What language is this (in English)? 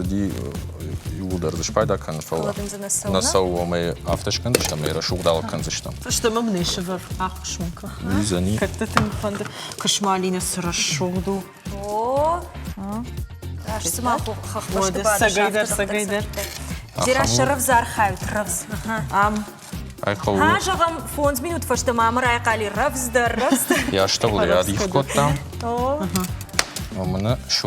Ossetic